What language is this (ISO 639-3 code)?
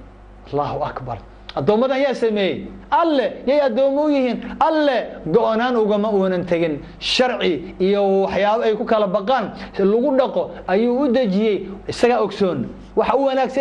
som